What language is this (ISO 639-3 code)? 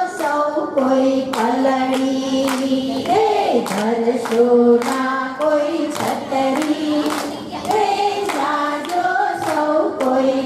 guj